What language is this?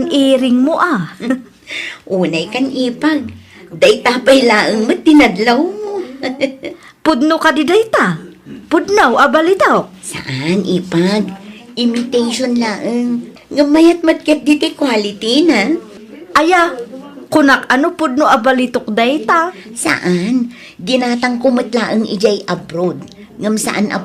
Iloko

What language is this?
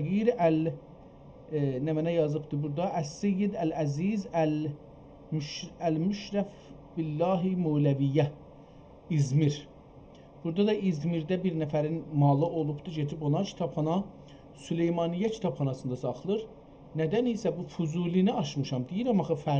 South Azerbaijani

